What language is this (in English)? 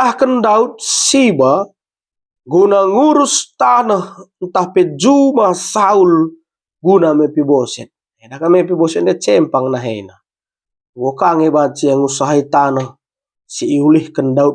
Batak Karo